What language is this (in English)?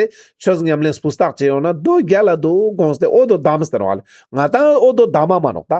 Ladakhi